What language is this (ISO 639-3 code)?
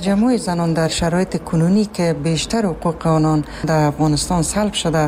fas